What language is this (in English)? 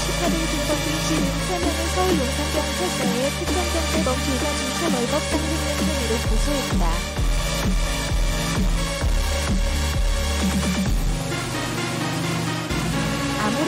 Korean